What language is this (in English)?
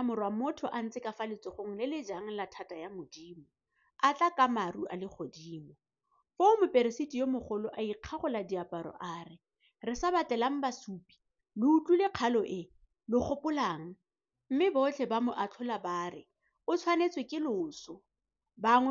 Tswana